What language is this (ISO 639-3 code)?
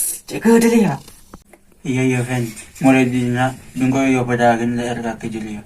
mad